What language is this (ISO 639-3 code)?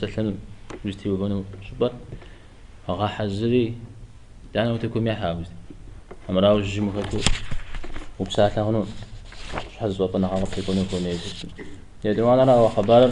kbd